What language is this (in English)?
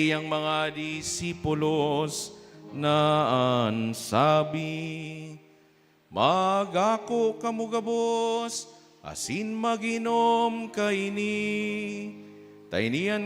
Bikol